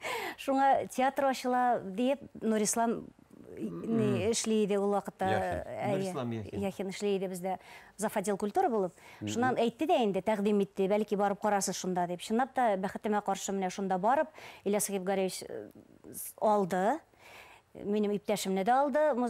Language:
Bashkir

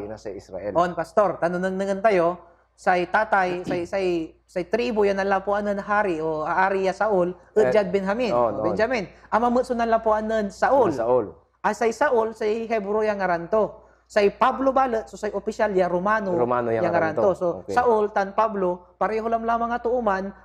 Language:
Pangasinan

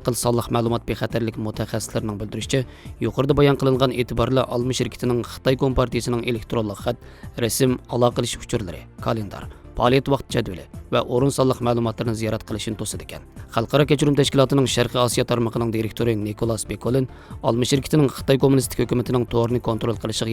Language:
Uyghur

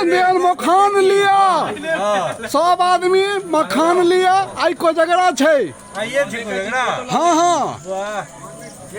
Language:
Maithili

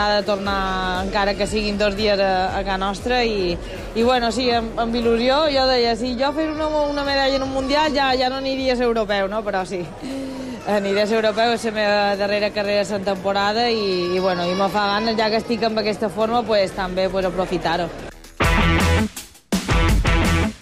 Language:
Catalan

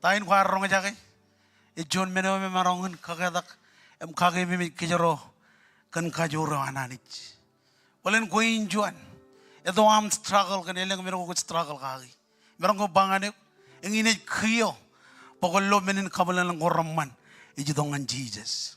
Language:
Marshallese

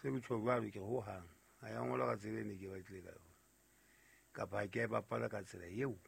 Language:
Southern Sotho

